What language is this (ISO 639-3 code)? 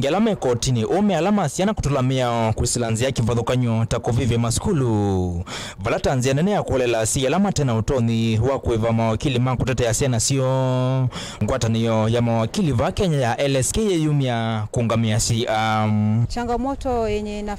kam